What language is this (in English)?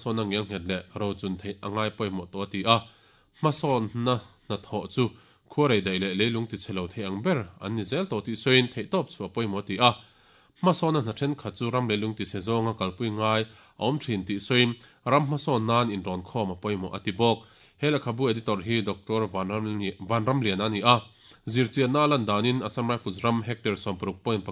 Mizo